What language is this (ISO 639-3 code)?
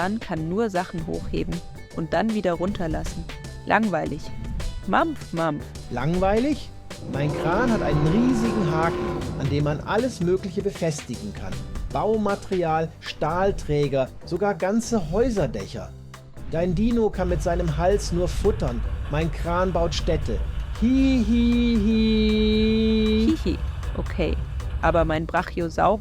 gsw